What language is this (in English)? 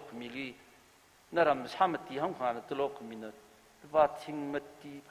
Tangkhul Naga (India)